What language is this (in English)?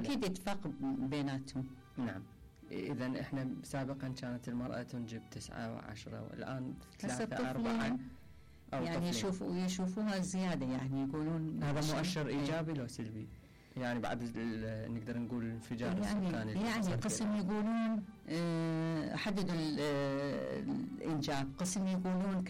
Mesopotamian Arabic